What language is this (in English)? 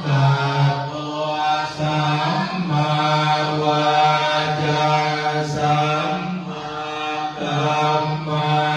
Pali